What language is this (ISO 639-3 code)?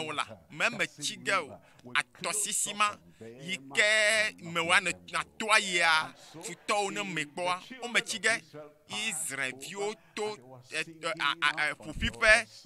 ewe